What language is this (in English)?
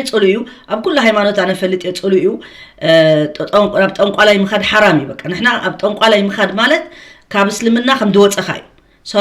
Tigrinya